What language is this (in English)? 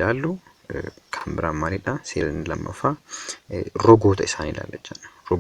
Oromo